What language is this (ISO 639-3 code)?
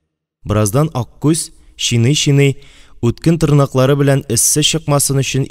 tat